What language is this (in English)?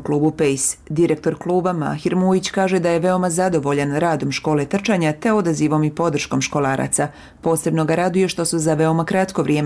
Bosnian